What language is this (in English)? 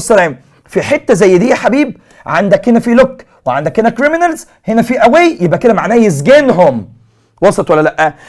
Egyptian Arabic